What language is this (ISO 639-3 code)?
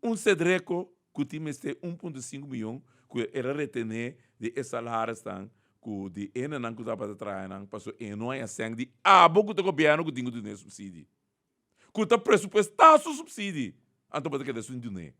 pap